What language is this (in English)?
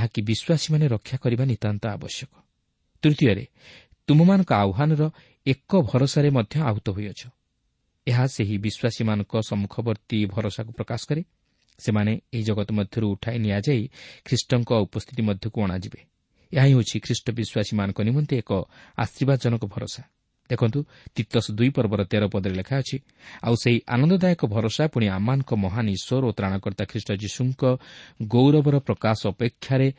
Odia